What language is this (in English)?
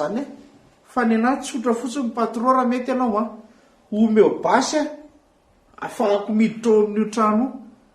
Malagasy